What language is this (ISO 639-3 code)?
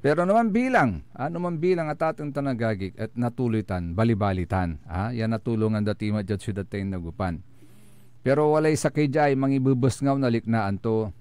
pag